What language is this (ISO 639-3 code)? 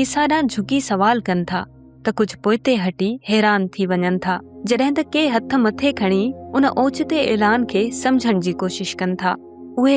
snd